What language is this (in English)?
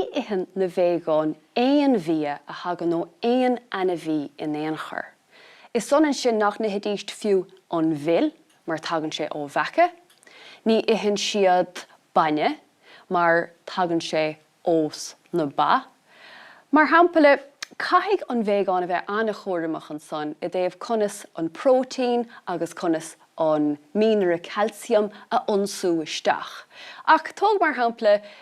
Irish